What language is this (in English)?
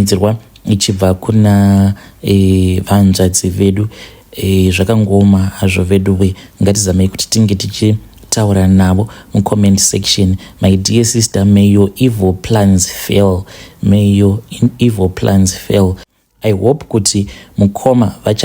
Shona